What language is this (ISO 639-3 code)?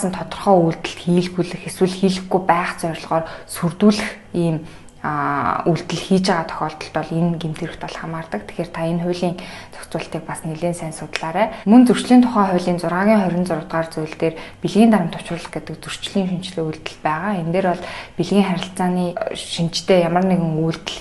mon